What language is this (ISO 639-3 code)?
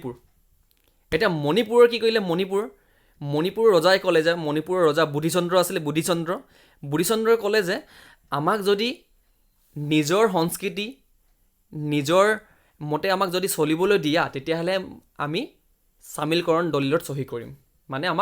asm